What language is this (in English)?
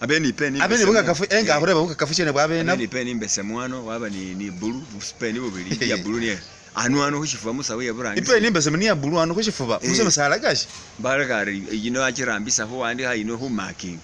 Masaaba